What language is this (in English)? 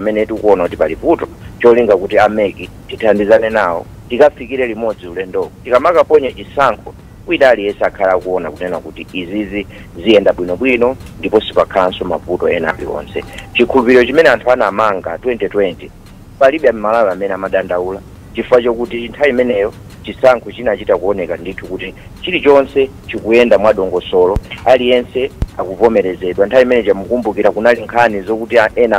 Nyanja